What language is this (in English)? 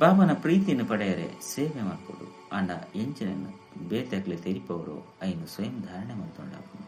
Tulu